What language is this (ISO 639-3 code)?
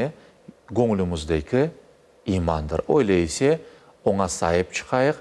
crh